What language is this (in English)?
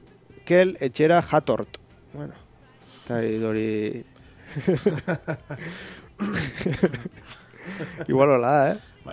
Basque